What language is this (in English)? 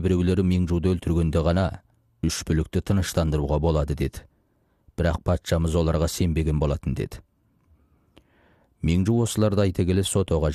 Kazakh